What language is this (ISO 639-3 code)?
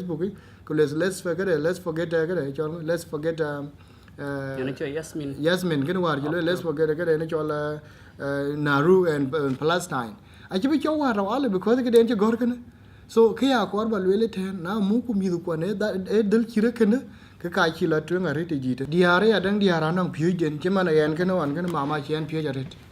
din